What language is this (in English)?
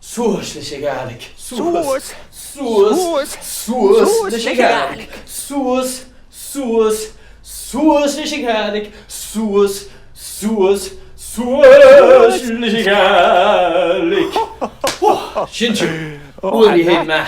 Scottish Gaelic